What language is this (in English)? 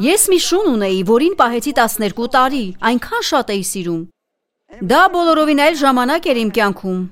Armenian